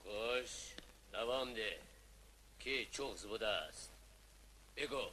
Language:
Tajik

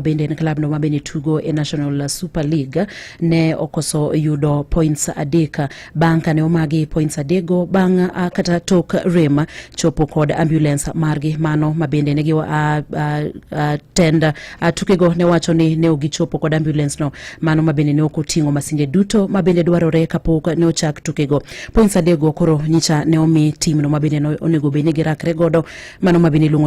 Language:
Luo (Kenya and Tanzania)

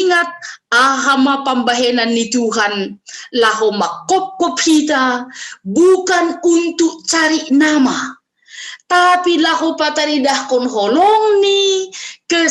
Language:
Batak Simalungun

